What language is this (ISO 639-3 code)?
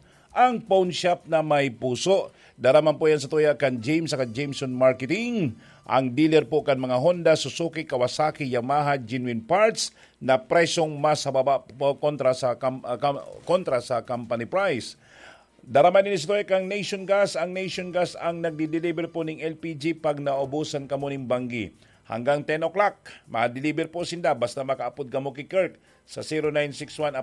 bik